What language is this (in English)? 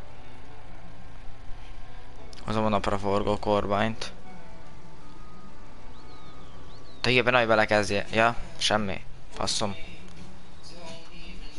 Hungarian